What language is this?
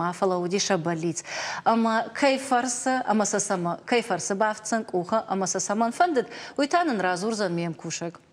Ossetic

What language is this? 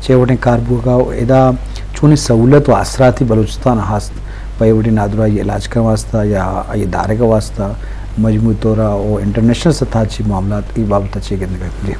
Eastern Balochi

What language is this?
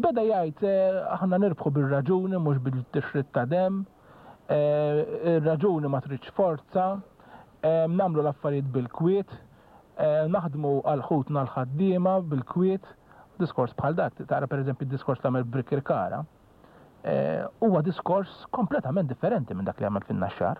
Maltese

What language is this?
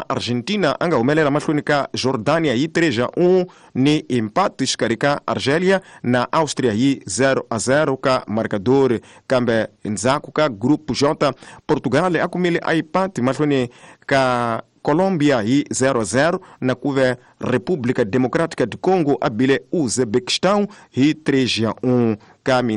Tsonga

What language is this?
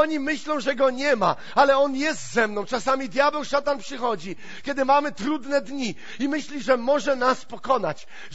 Polish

